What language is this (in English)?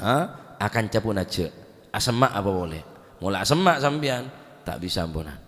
Madurese